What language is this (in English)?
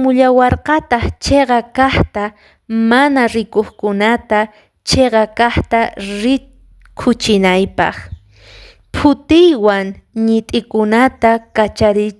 Quechua